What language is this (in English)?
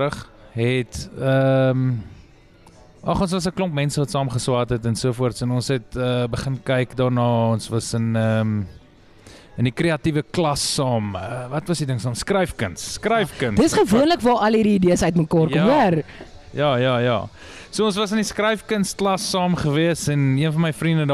Afrikaans